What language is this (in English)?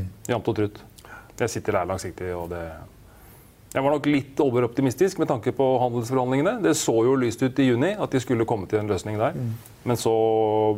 Norwegian